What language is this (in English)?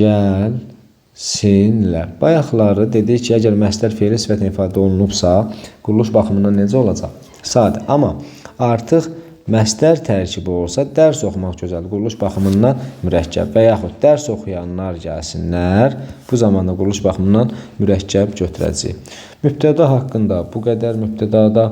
Azerbaijani